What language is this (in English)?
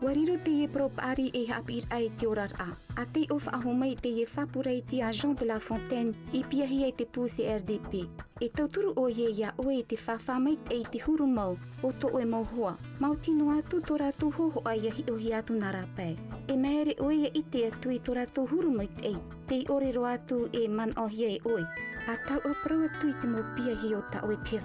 Tahitian